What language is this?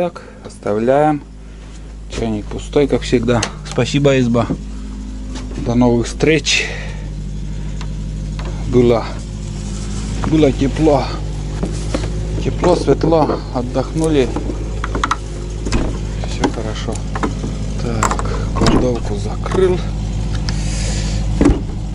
Russian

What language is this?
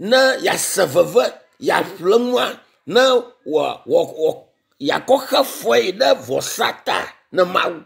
Ewe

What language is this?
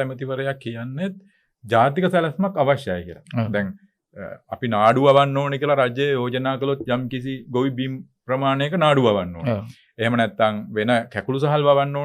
Sinhala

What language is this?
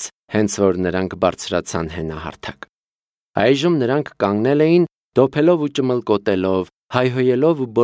Armenian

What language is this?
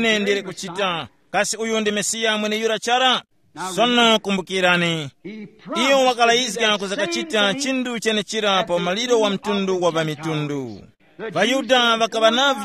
Tumbuka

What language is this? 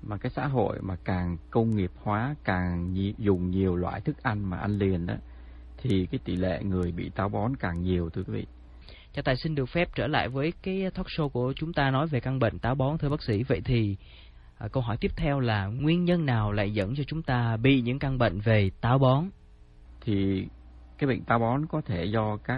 Vietnamese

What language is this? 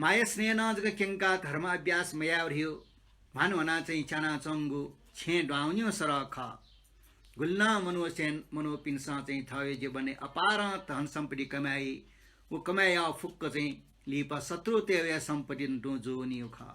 Newari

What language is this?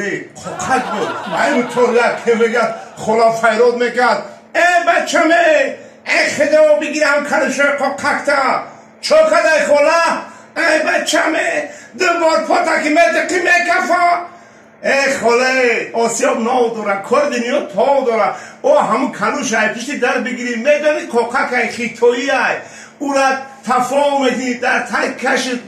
Tajik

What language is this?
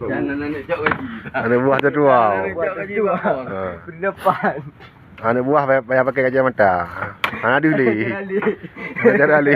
Achinese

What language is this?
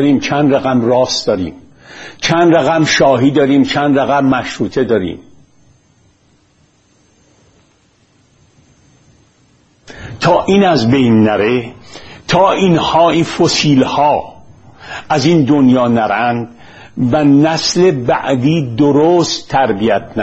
Persian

